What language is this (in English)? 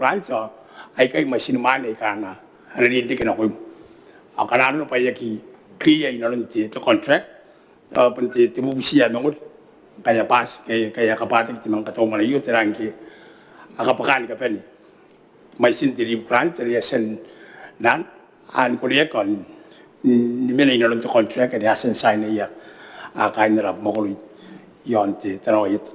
Gilbertese